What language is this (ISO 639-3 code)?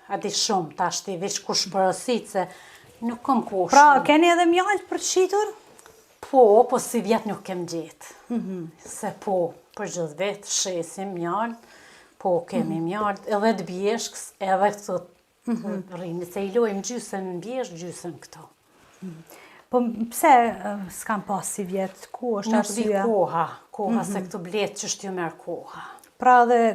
sqi